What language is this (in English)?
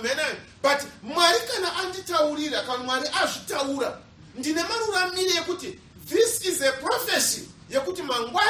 Shona